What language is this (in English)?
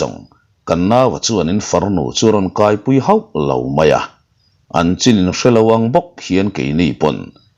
Mizo